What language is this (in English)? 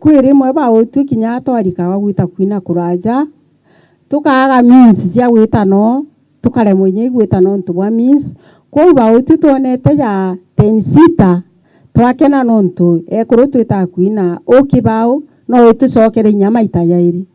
Meru